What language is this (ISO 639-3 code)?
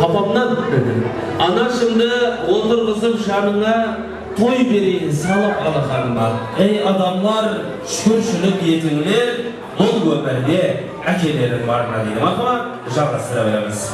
kaa